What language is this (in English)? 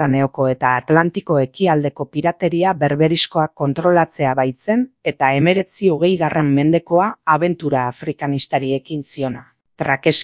Basque